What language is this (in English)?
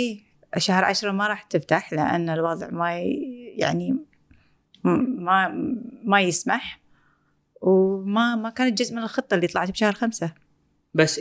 Gulf Arabic